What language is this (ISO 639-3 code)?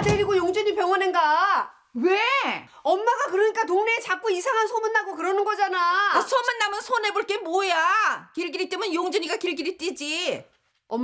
kor